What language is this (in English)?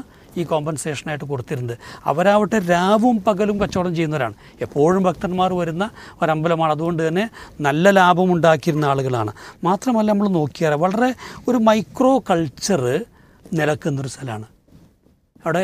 Malayalam